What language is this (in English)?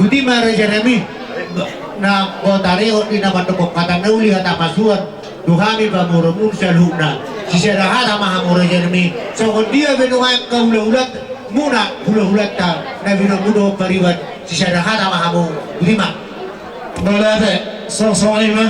Batak Toba